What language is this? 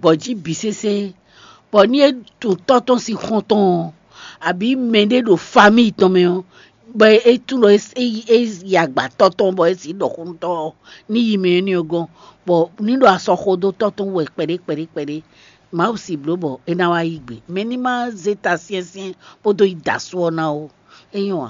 Fon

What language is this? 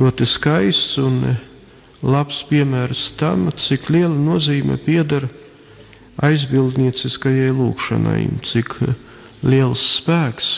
Latvian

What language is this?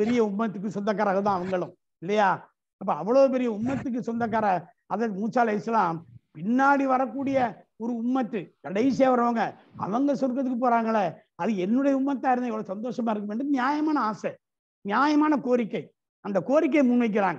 Tamil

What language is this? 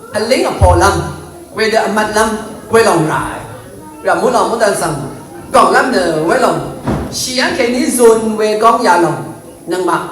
Rawang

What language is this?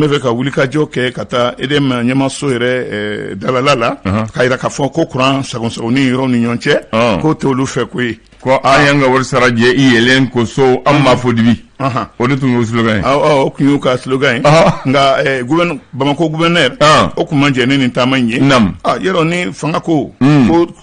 Bambara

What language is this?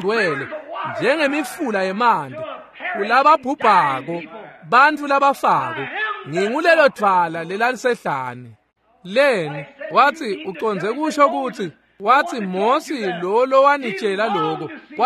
Swati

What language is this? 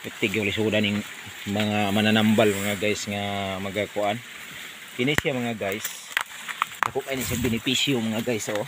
Cebuano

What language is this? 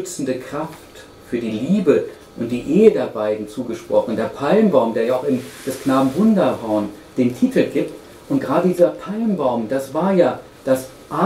German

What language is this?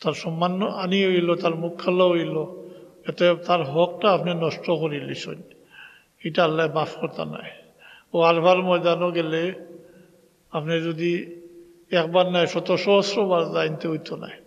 Sylheti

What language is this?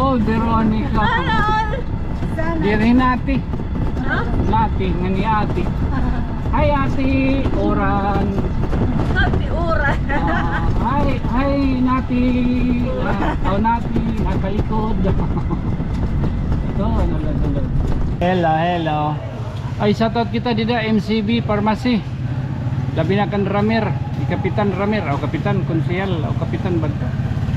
Waray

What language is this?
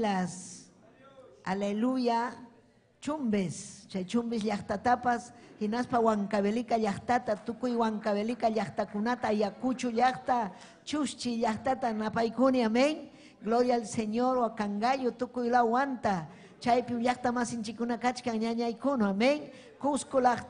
Ayacucho Quechua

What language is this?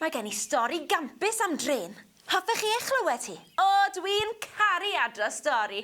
Welsh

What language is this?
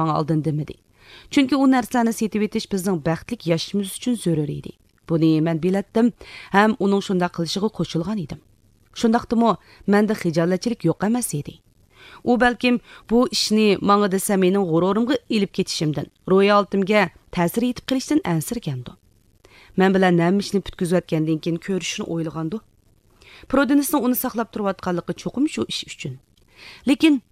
Uyghur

